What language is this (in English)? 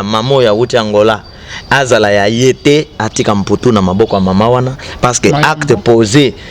Lingala